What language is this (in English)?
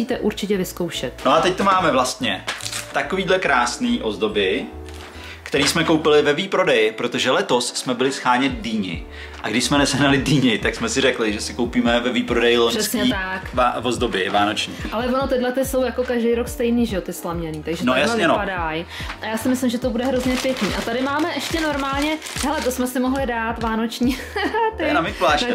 Czech